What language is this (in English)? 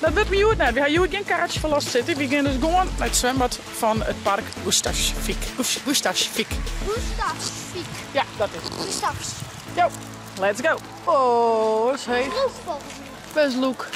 Western Frisian